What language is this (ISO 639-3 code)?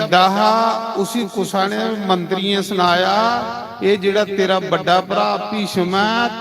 doi